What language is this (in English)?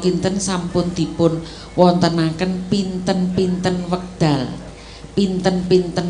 Javanese